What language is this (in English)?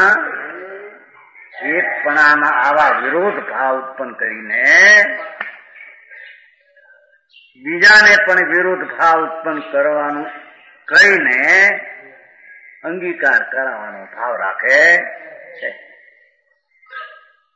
Gujarati